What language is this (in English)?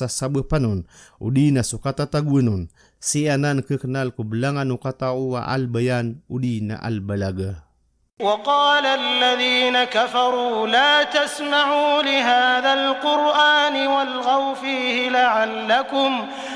Maranao